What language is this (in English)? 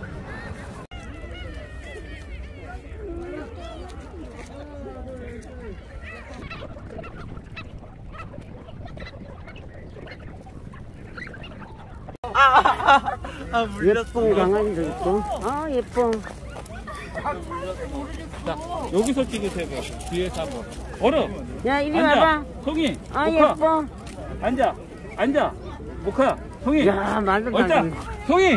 Korean